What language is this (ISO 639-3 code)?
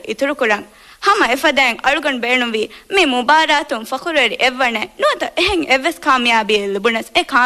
div